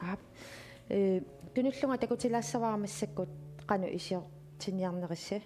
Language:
Kalaallisut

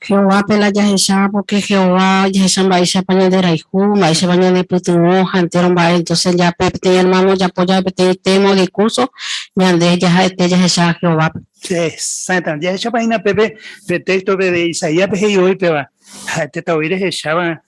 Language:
Guarani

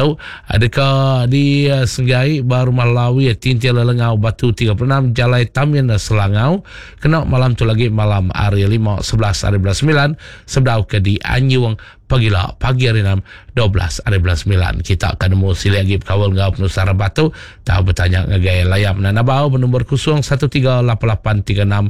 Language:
Iban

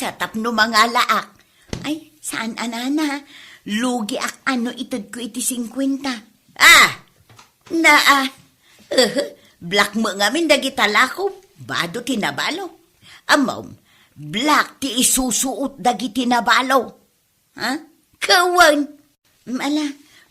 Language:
Iloko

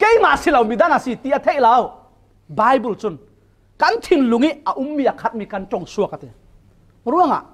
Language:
Falam Chin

